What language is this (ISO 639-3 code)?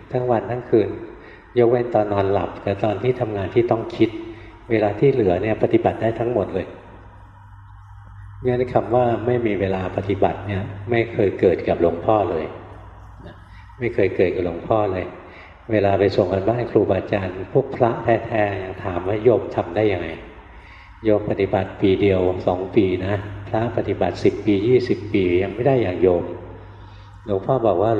tha